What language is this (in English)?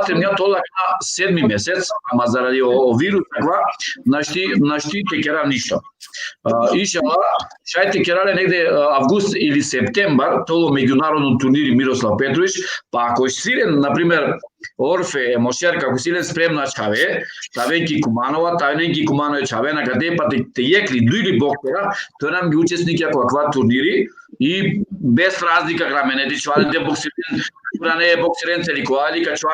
Balkan Romani